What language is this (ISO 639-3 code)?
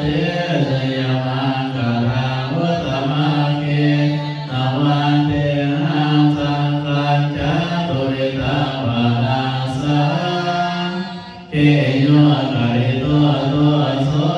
pli